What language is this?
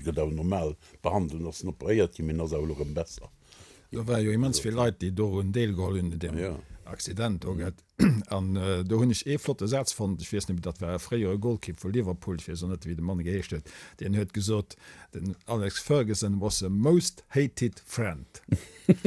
Luxembourgish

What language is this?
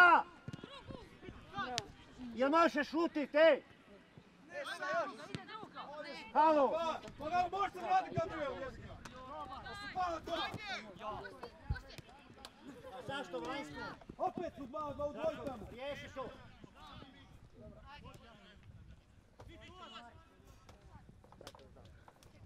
Croatian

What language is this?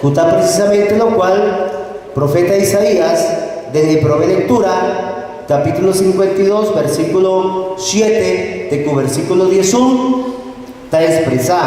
Papiamento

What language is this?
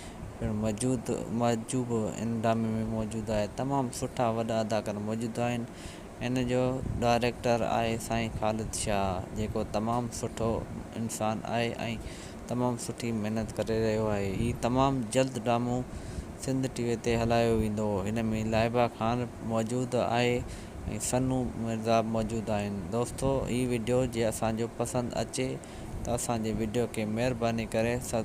Sindhi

